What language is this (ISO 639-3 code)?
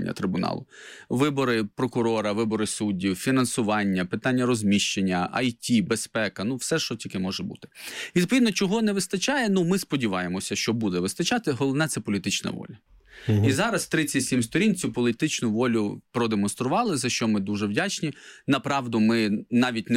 ukr